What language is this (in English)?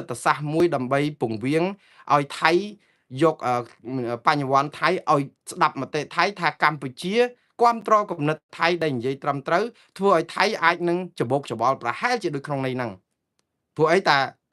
Khmer